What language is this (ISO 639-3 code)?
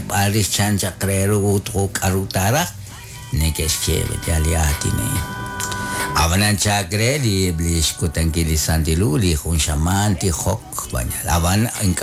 kek